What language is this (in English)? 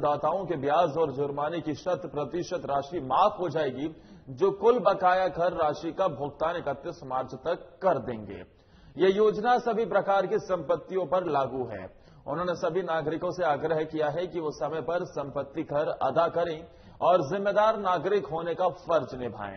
Hindi